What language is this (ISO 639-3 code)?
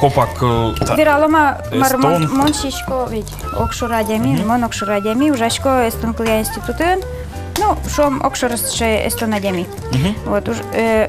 udm